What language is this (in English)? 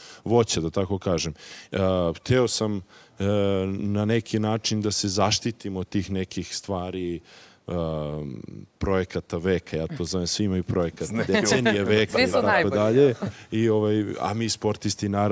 Serbian